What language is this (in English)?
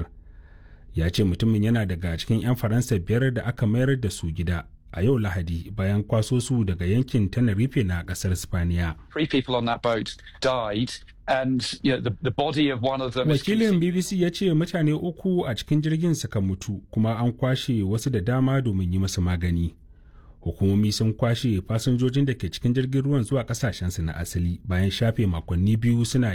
Hausa